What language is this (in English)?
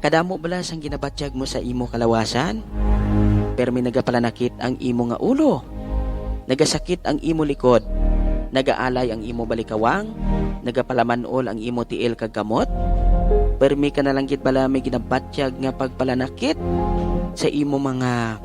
Hiligaynon